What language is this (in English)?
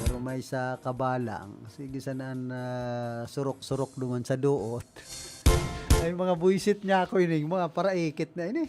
Bikol